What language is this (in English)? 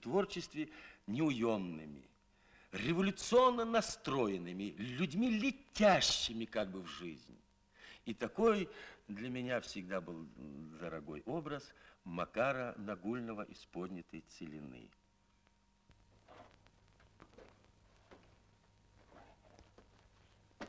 Russian